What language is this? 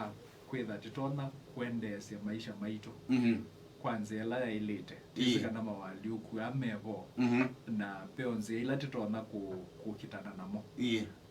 Kamba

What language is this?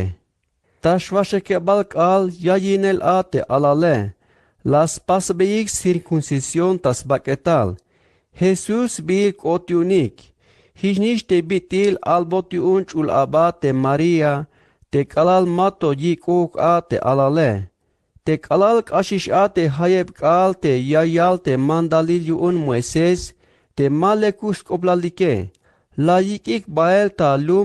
Tzeltal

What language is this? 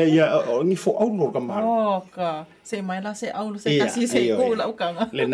Samoan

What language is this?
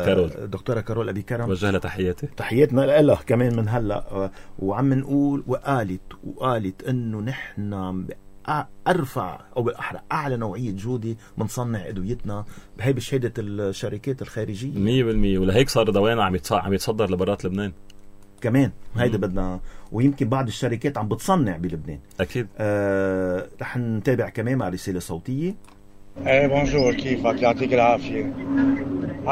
North Levantine Arabic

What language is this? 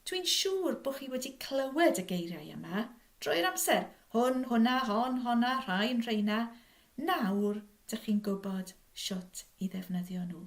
Welsh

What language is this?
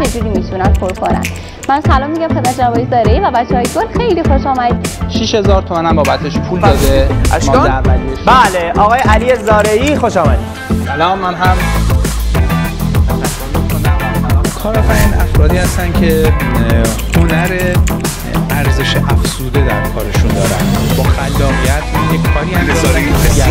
Persian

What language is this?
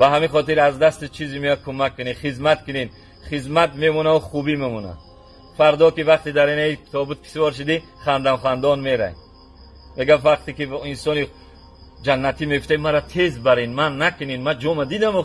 Tajik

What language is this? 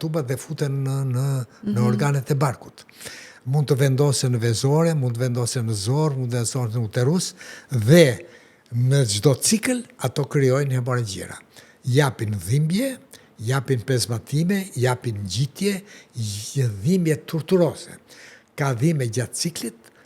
Albanian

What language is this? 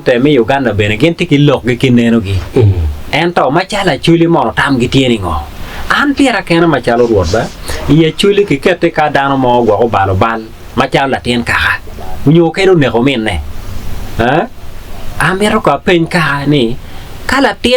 Acoli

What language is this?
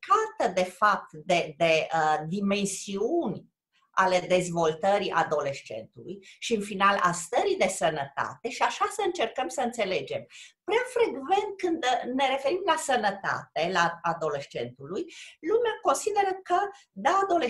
Romanian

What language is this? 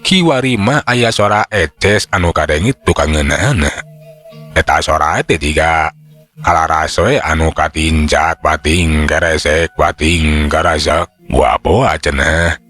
Sundanese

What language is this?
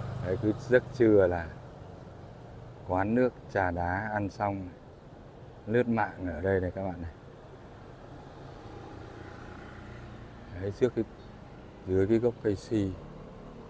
Vietnamese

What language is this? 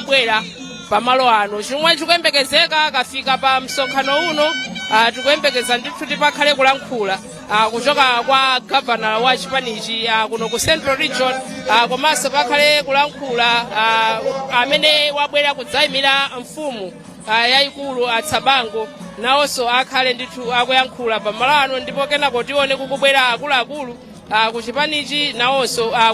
Nyanja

